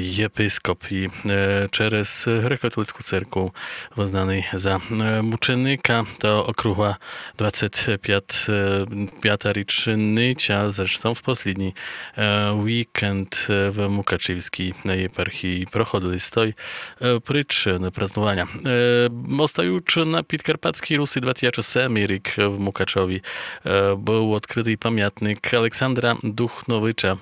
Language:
Rusyn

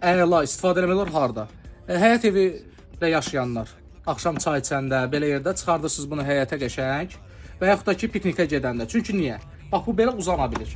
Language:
Azerbaijani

